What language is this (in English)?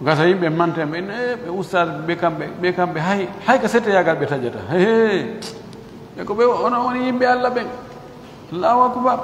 Fula